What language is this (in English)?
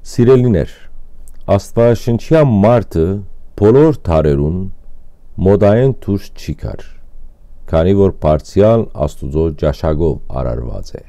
Western Armenian